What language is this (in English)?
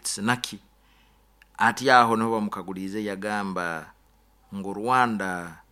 Nyoro